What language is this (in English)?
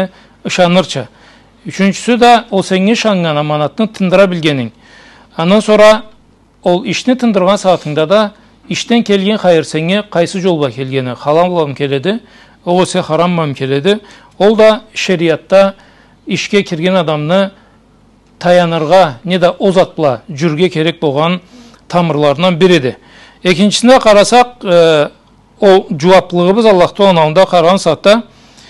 Karachay-Balkar